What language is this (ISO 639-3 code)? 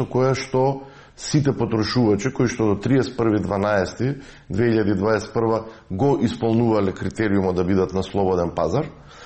mkd